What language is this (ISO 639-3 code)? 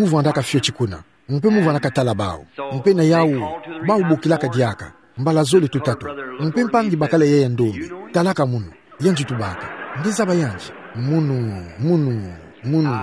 ktu